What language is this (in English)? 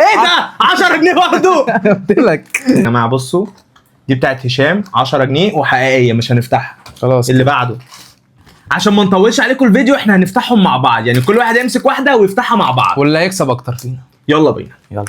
Egyptian Arabic